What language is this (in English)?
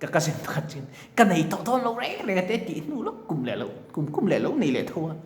Mizo